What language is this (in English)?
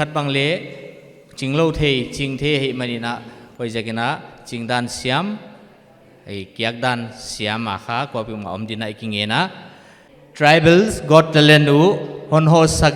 Paite Chin